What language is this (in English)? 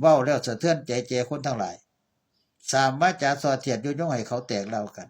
Northeastern Thai